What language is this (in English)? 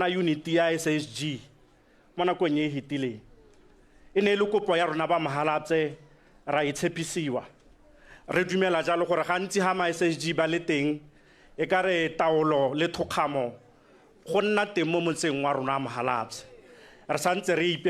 Tswana